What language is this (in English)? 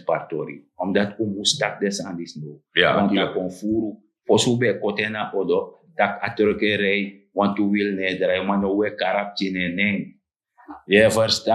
Sranan Tongo